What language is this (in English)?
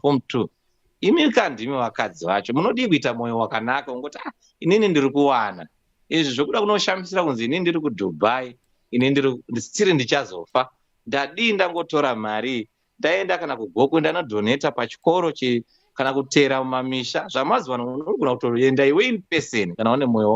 Shona